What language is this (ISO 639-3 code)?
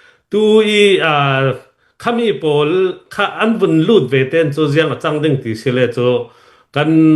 cnh